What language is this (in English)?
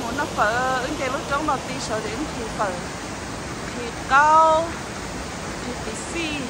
Hmong